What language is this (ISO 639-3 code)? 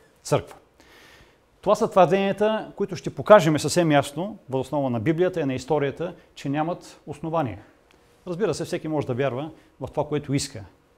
bul